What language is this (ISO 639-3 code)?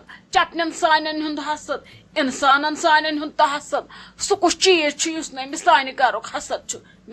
kas